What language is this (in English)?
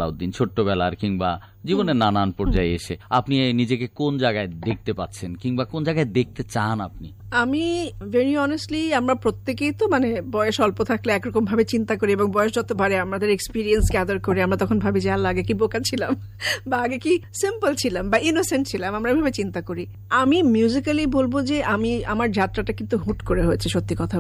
Bangla